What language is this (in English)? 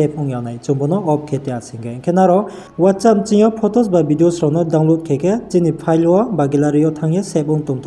Riang (India)